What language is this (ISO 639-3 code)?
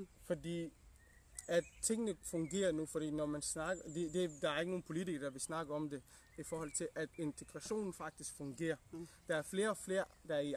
dan